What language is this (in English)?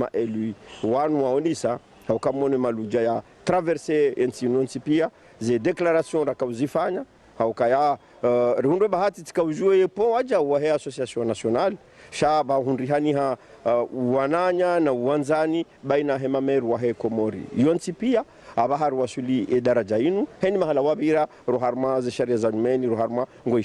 Ngazidja Comorian